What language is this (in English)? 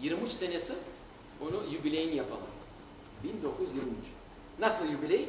Crimean Tatar